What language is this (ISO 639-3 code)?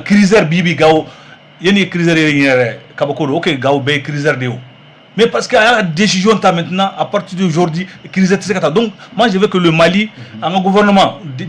bam